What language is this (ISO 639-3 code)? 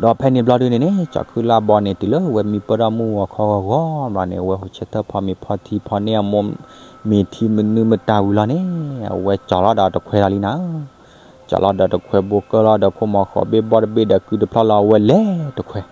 ksw